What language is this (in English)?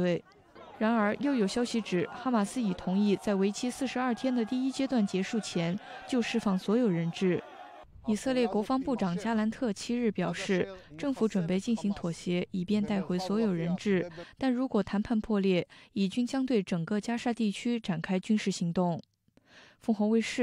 Chinese